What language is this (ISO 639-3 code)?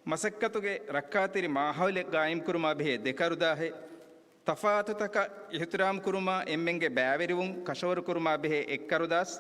div